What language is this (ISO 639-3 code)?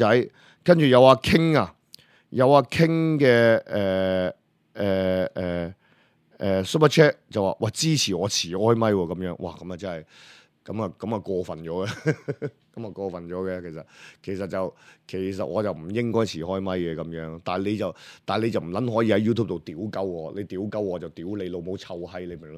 yue